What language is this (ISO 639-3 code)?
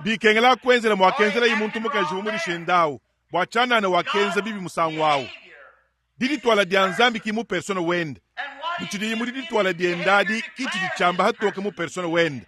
lua